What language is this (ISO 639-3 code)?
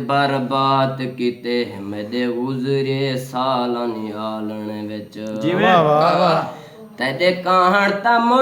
skr